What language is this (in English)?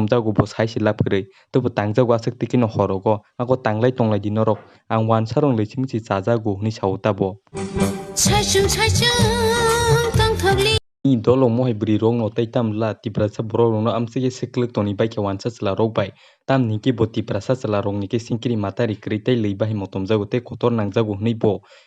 Kok Borok